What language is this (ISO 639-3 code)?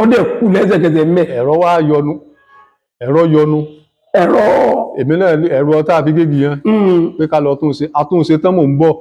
yor